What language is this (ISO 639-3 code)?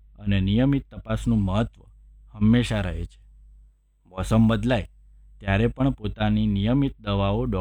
guj